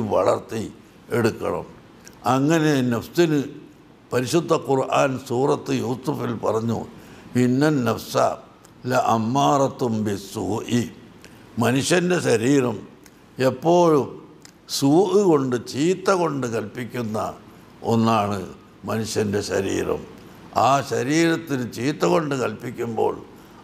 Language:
Malayalam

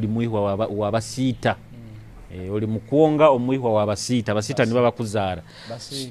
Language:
Nyoro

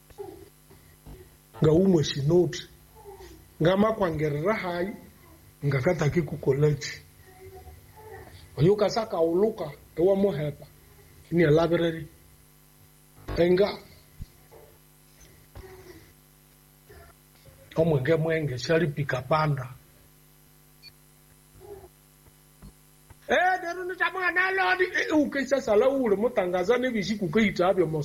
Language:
Swahili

